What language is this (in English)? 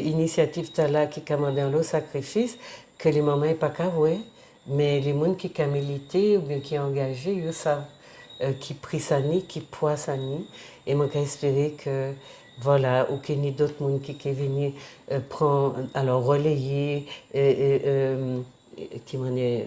Guadeloupean Creole French